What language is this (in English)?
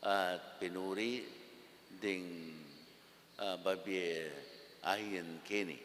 Pampanga